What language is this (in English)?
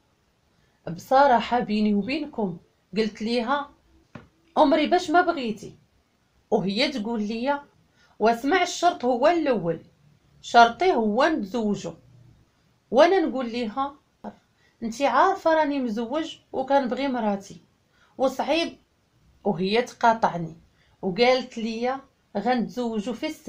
Moroccan Arabic